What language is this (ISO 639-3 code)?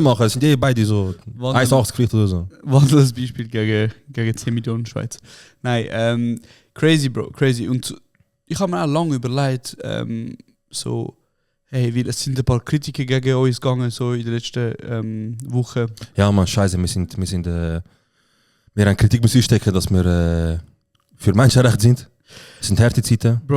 gsw